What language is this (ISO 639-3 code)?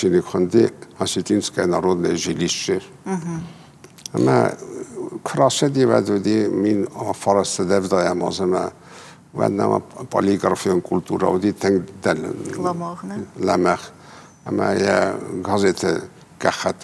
oss